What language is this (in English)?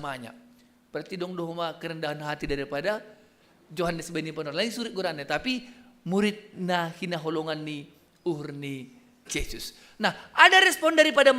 Batak Simalungun